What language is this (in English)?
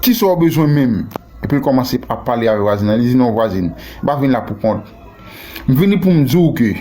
Haitian Creole